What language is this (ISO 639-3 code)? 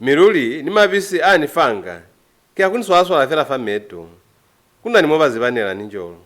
loz